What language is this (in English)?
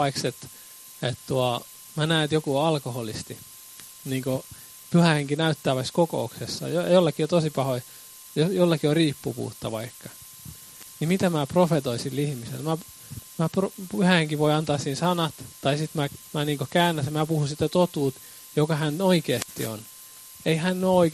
Finnish